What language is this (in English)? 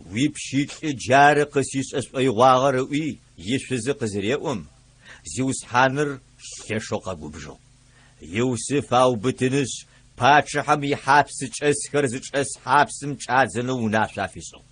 Adyghe